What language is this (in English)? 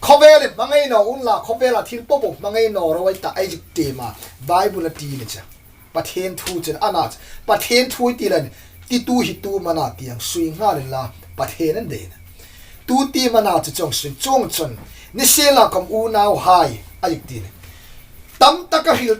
Hmar